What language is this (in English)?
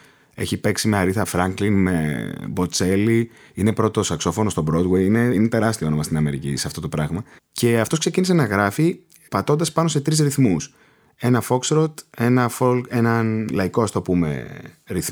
Greek